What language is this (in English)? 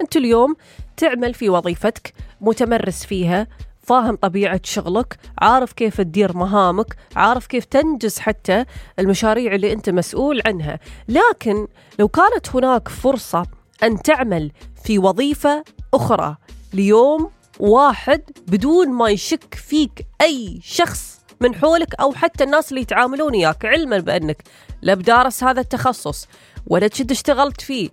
Gulf Arabic